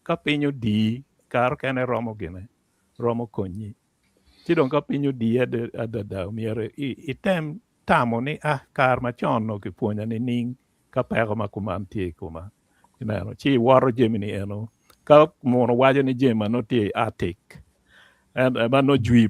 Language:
Acoli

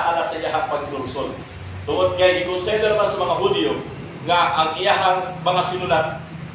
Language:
Cebuano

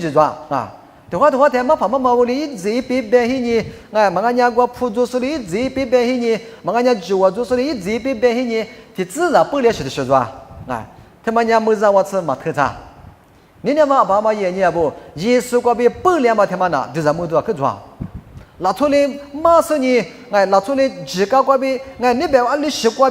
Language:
Lisu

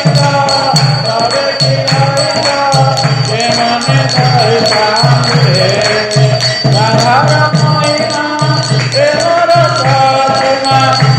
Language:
Odia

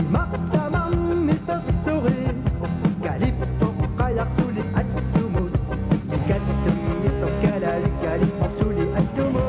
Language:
Kalaallisut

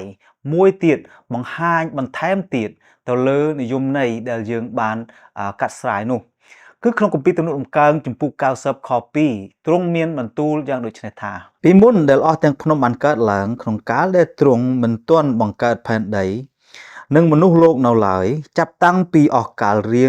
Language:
Khmer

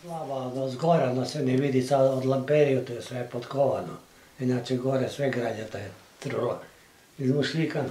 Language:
Serbian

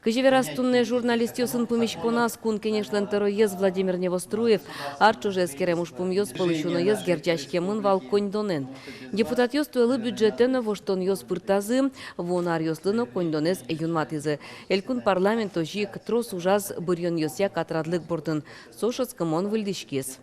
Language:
Udmurt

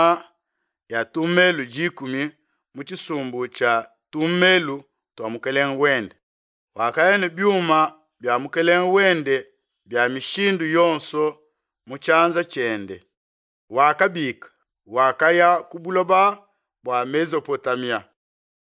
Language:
Luba-Lulua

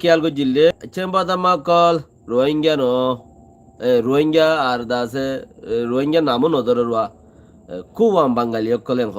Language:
Rohingya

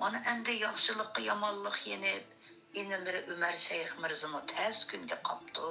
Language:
Uyghur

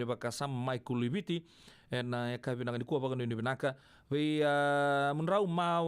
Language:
Fijian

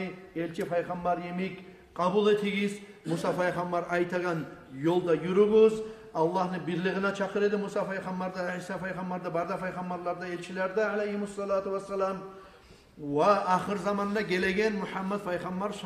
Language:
Kumyk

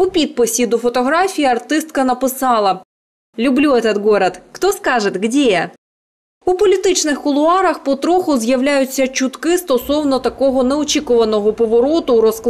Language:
Ukrainian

